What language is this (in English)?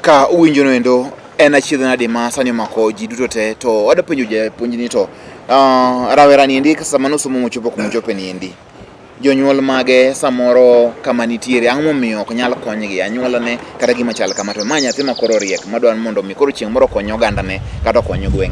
Luo (Kenya and Tanzania)